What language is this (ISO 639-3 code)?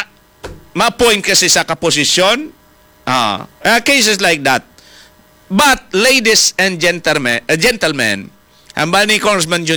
hil